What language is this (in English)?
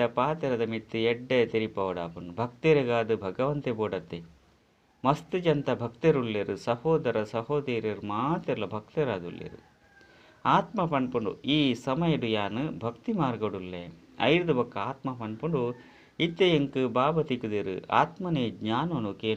Tulu